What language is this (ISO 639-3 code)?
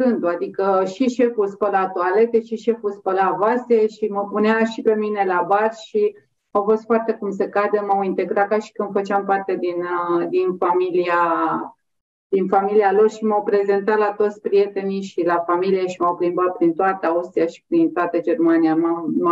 ron